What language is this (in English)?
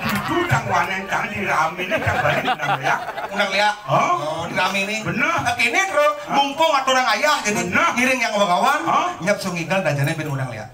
Balinese